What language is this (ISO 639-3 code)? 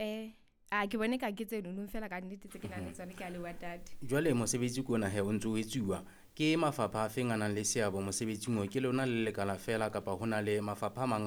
sot